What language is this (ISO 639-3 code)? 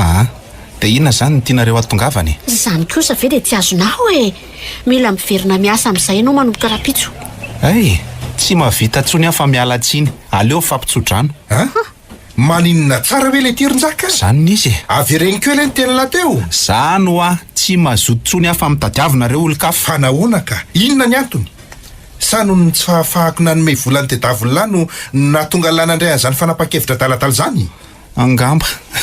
mlg